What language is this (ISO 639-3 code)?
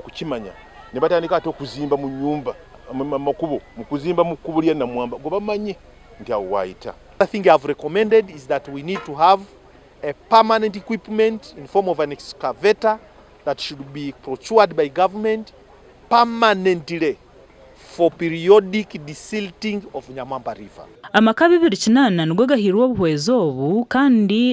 nyn